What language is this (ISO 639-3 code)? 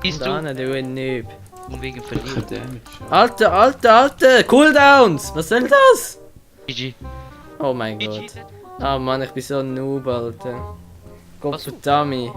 gsw